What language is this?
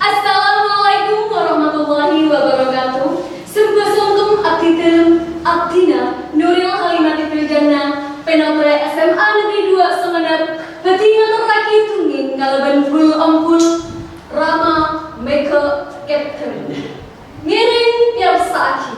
Madurese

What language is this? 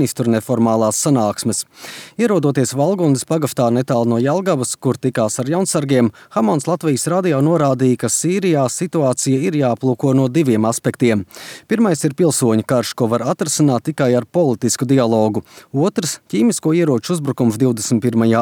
Latvian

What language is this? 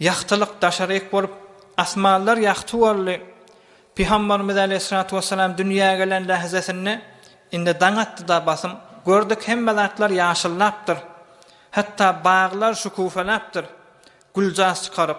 Turkmen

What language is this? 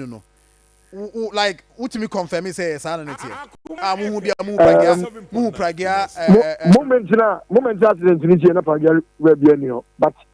Akan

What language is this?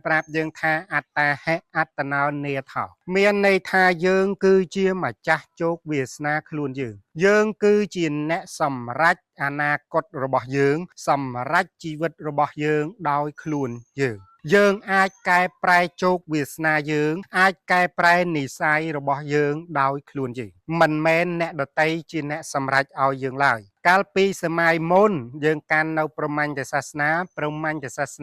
Khmer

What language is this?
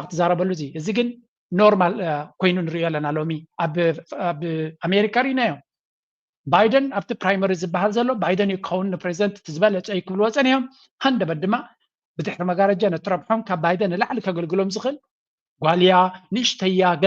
Tigrinya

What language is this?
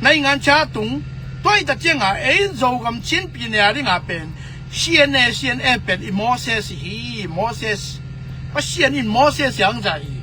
Tedim Chin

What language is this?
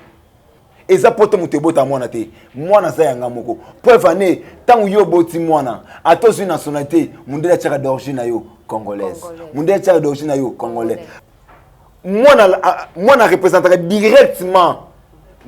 Lingala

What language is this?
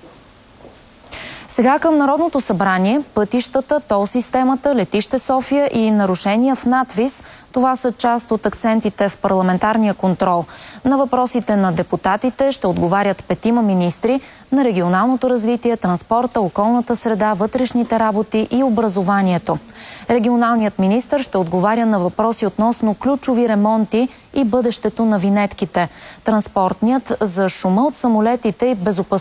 Bulgarian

